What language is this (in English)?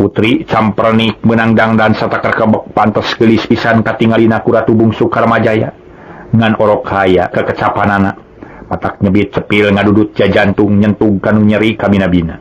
Sundanese